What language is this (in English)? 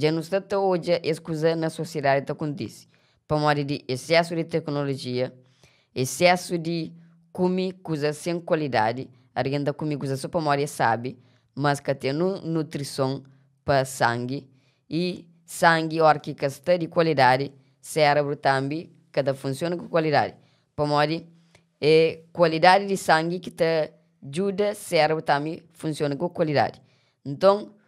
Kabuverdianu